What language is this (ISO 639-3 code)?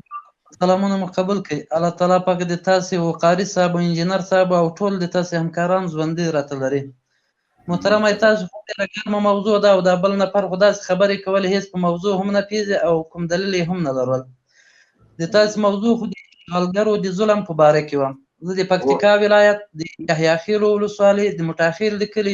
pus